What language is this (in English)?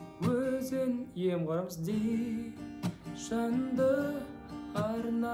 Kazakh